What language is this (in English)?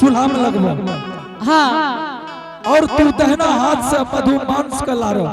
Angika